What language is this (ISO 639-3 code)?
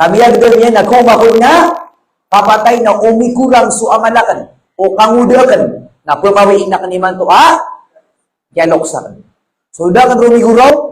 mrw